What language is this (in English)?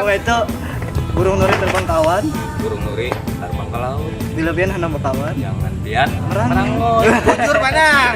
Banjar